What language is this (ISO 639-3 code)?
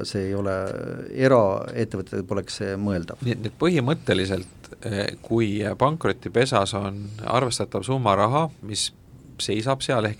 est